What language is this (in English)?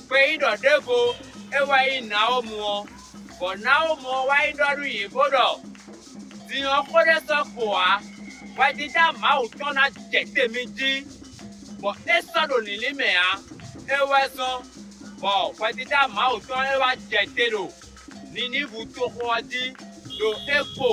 Fon